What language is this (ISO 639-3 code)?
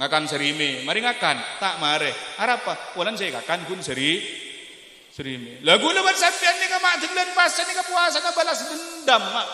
mad